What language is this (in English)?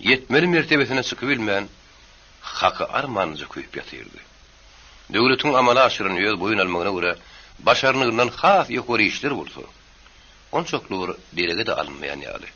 Turkmen